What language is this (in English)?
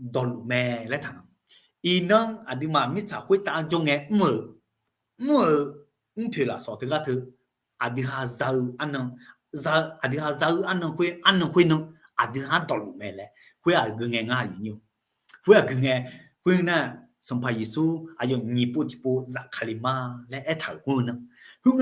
Akha